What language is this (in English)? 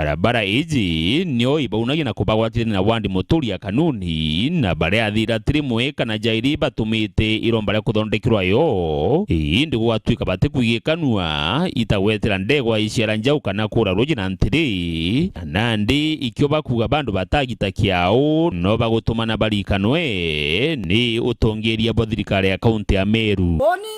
Meru